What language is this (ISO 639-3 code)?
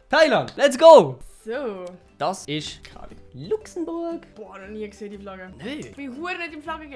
gsw